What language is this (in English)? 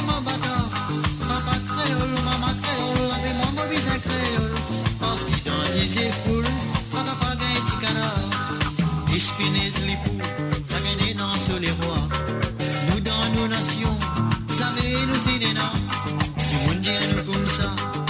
Morisyen